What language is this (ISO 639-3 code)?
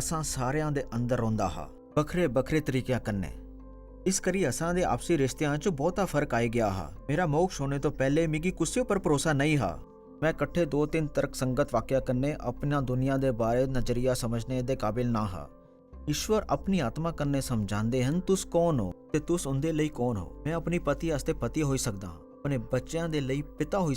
doi